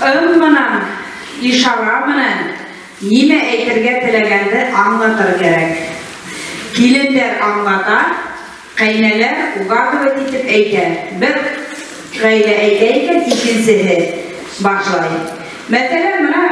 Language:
Bashkir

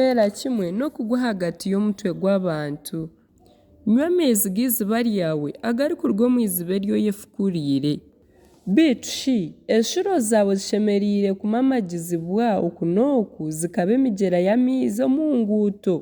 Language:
Nyankole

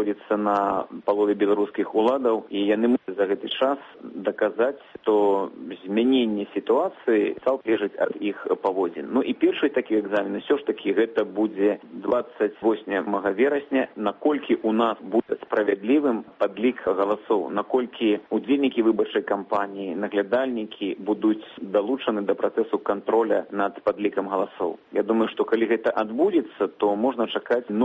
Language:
Belarusian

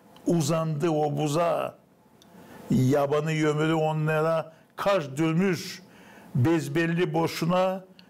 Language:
Gagauz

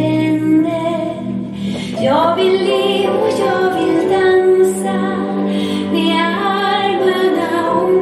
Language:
Swedish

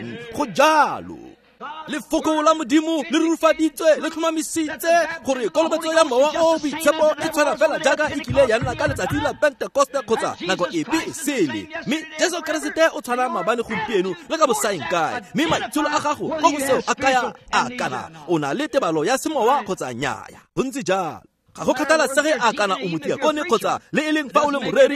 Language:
Tswana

